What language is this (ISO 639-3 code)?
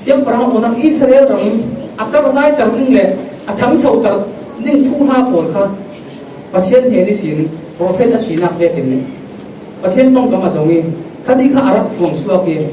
cfm